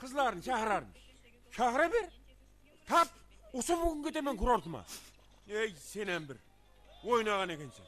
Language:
Kara-Kalpak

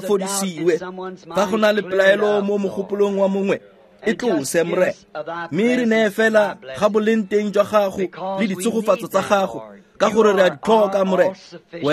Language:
Tswana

